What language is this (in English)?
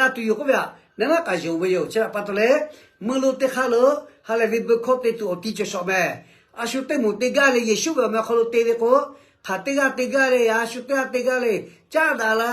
Lahu